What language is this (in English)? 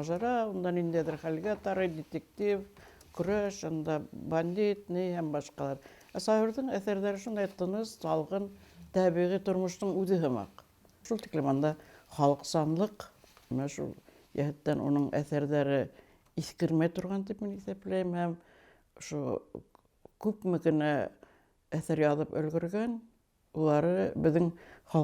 Bashkir